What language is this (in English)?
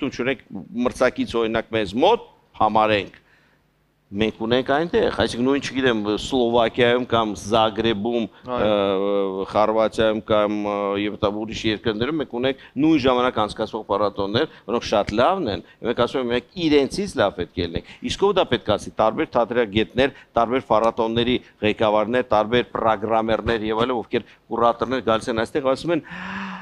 Armenian